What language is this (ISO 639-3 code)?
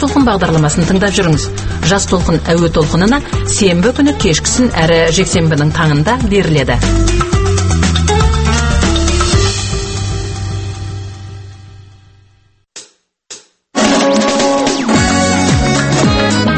kaz